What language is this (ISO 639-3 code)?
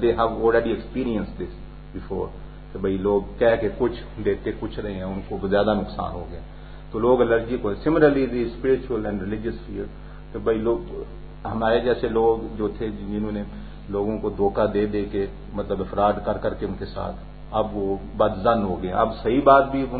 urd